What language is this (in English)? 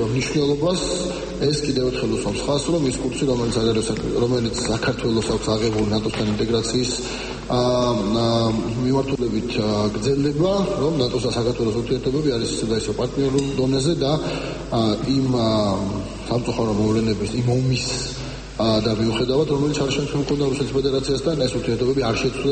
Georgian